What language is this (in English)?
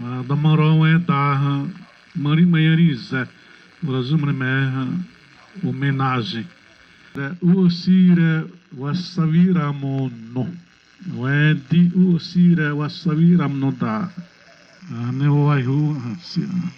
Xavánte